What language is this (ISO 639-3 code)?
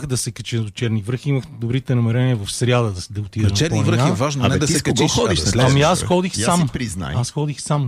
bul